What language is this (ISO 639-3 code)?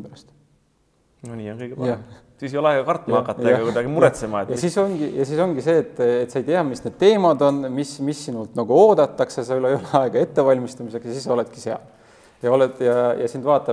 est